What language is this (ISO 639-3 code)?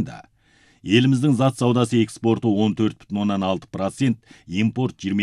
kaz